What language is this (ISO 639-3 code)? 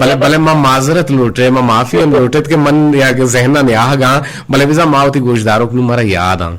bgp